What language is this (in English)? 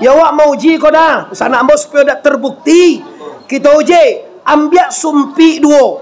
Minangkabau